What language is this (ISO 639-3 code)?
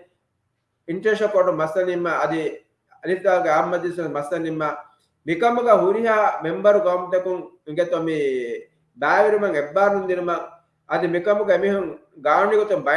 div